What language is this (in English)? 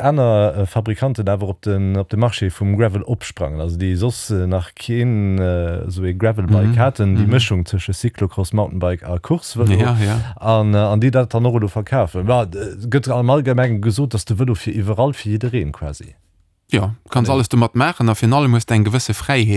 Luxembourgish